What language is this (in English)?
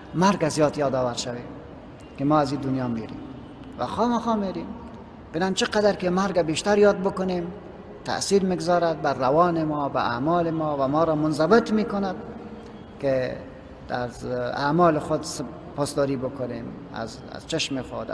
Persian